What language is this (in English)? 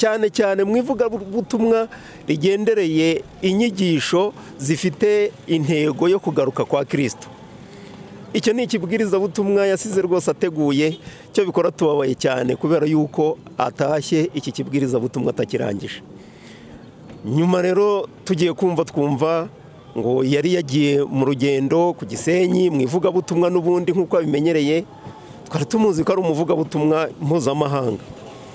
Kinyarwanda